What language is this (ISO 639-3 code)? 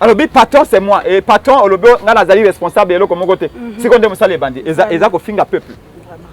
lin